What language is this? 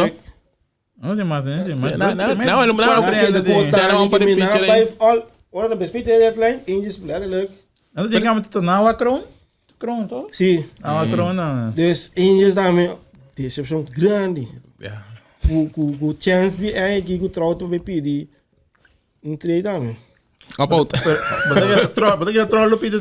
Papiamento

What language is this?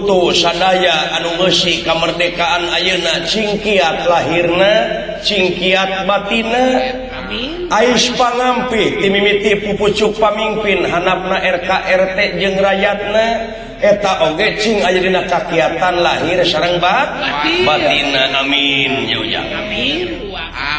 Sundanese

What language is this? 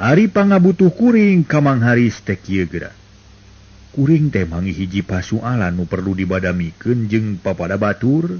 Sundanese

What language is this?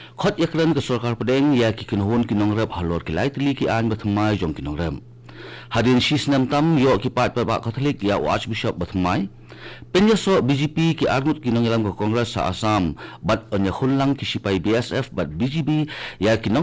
Khasi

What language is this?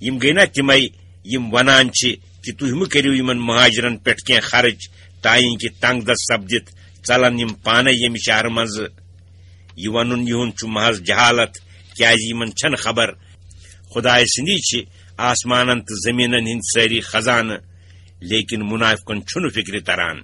Kashmiri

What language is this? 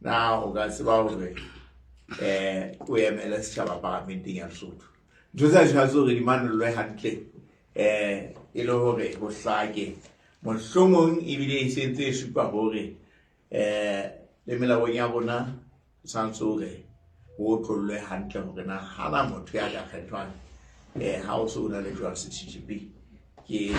Southern Sotho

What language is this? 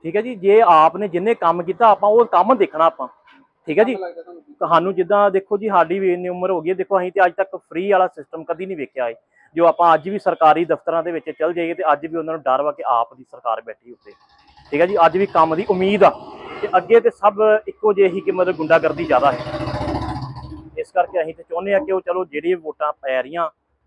Punjabi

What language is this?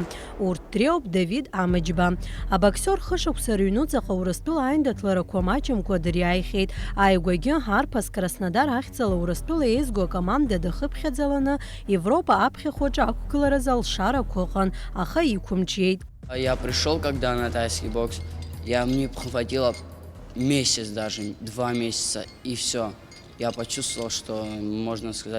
Abkhazian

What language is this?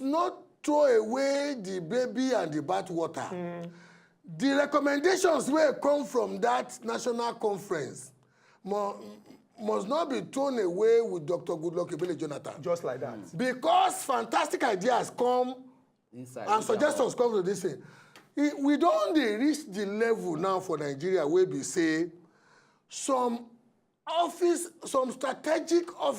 Nigerian Pidgin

